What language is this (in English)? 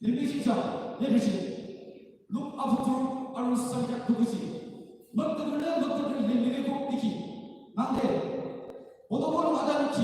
Yimchungru Naga